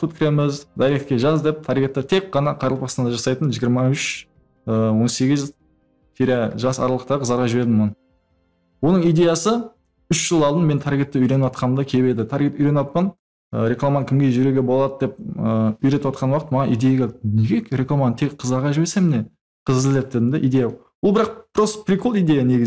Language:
Kara-Kalpak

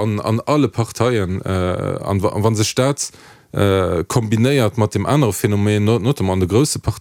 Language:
Luxembourgish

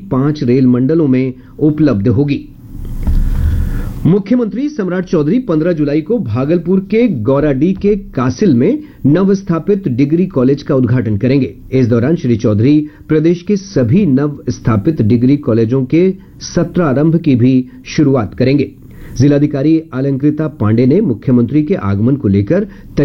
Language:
Hindi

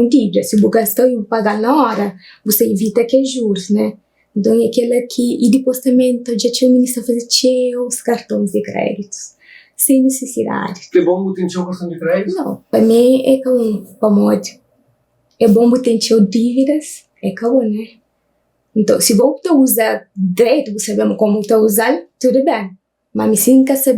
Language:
Kabuverdianu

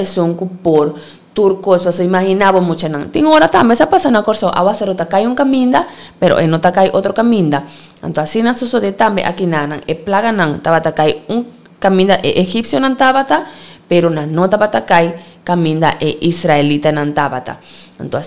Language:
Papiamento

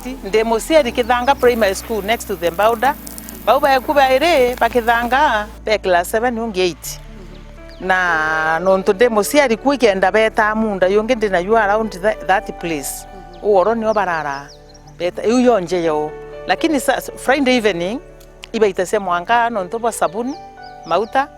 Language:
Meru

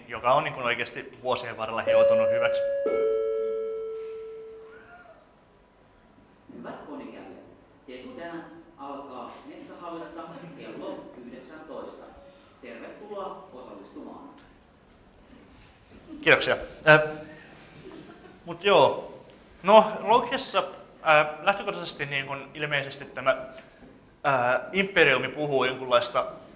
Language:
Finnish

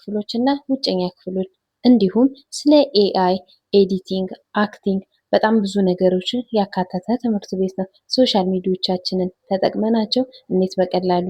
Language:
Amharic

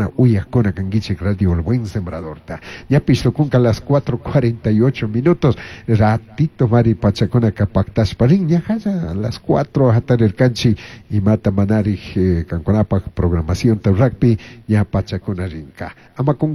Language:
Chimborazo Highland Quichua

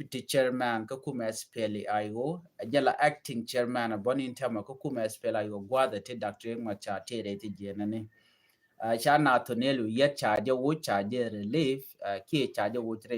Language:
Nuer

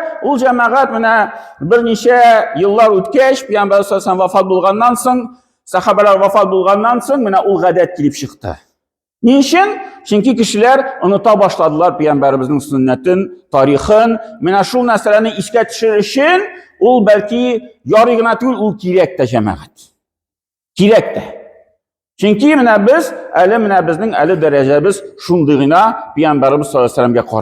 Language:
Tatar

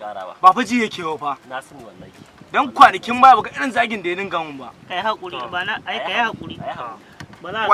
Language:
Hausa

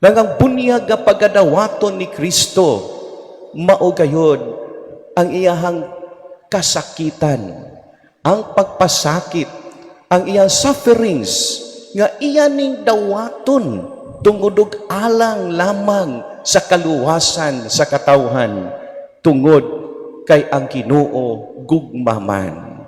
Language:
Cebuano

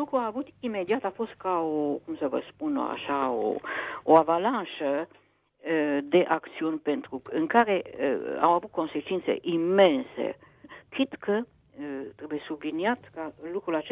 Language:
Romanian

